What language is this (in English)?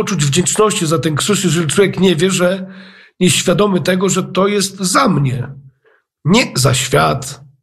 Polish